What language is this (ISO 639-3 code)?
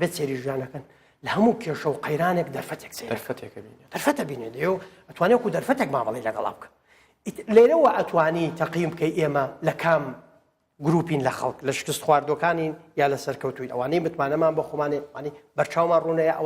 ckb